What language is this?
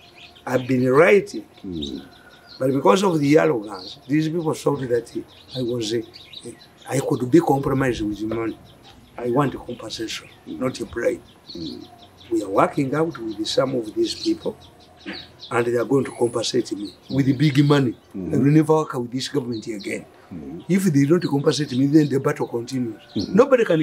English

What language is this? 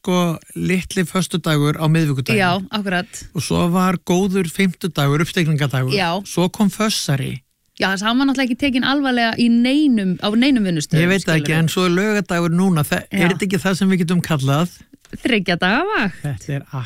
Icelandic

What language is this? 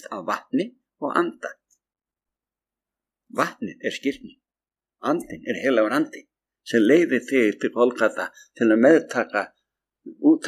Icelandic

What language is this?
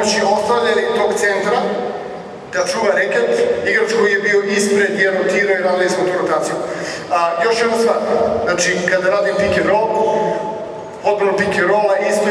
Serbian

